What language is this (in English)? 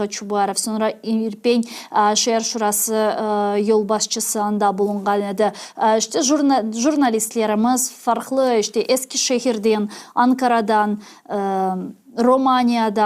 Crimean Tatar